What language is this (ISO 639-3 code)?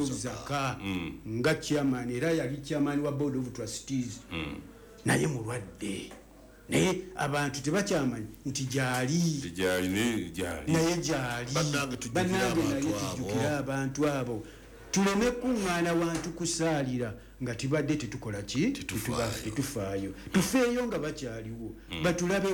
lug